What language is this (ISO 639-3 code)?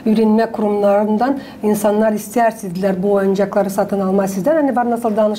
gag